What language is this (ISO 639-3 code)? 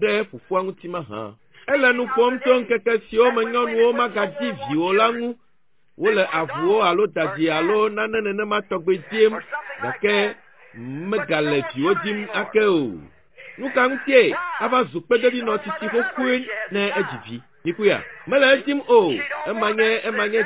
ewe